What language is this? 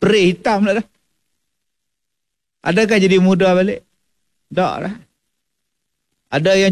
Malay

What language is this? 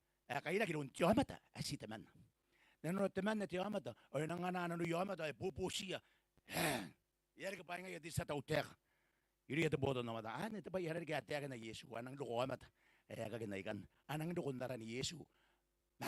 Gilbertese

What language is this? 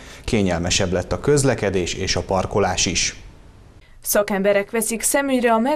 Hungarian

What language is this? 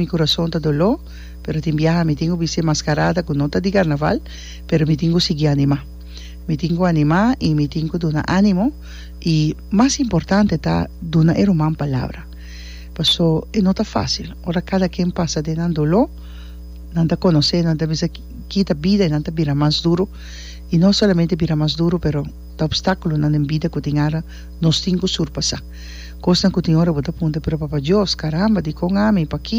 Papiamento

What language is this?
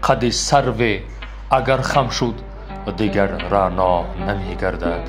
Tajik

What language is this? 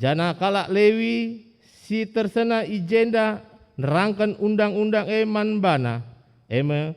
Batak Karo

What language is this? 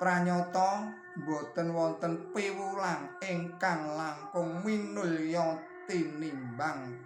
Javanese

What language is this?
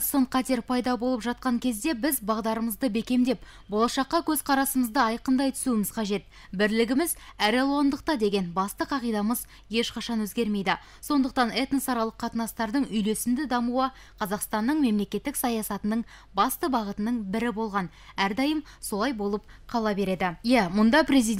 Kazakh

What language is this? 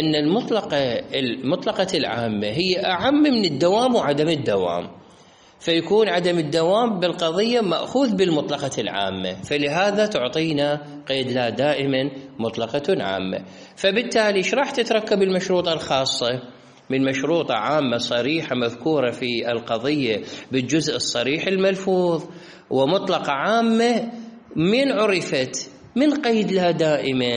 Mesopotamian Arabic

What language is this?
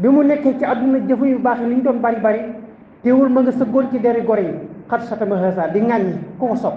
Wolof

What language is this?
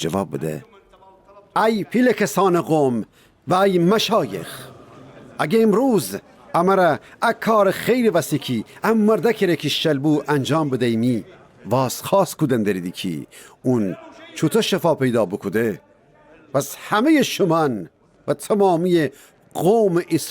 Gilaki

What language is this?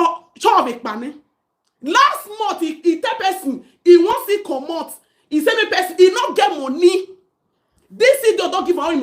Nigerian Pidgin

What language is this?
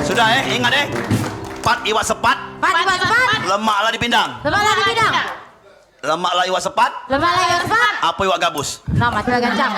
Musi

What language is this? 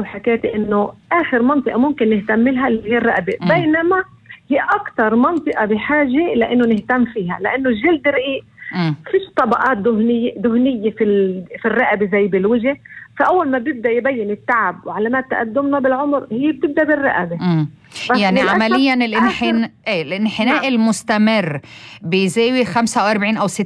North Levantine Arabic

